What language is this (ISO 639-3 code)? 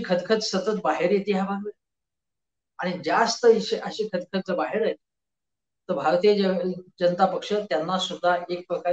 mar